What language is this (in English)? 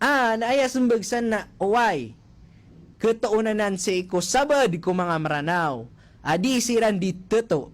Maranao